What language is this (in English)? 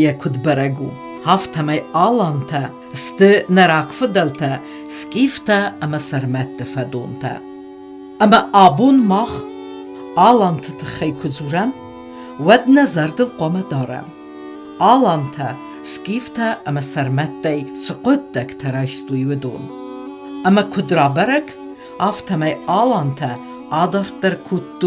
Ossetic